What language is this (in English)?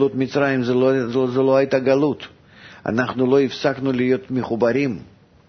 Hebrew